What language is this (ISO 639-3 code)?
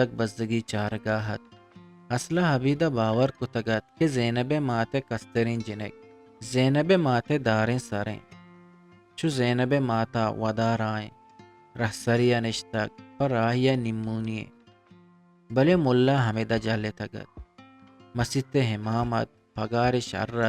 bgp